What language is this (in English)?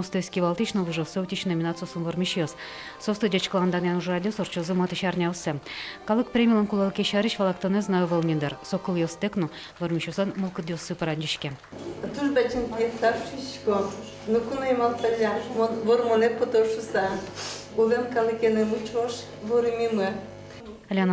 Udmurt